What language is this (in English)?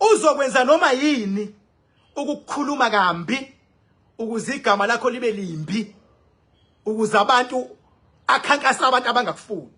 Zulu